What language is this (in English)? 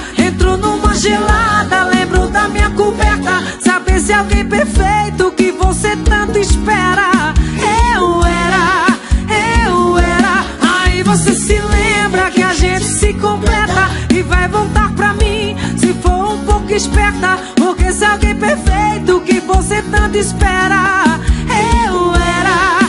Portuguese